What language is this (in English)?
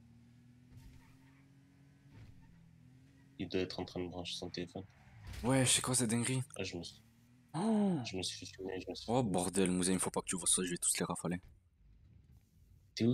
French